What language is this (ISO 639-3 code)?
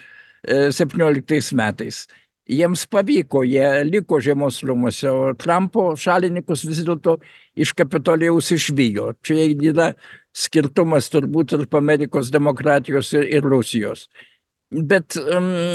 lit